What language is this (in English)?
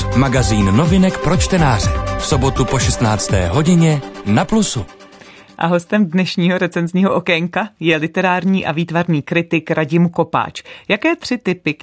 Czech